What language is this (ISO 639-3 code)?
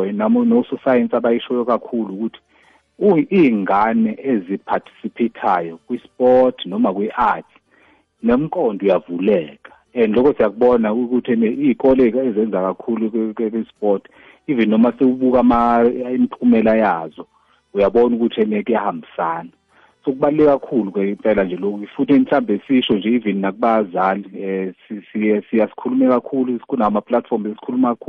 nbl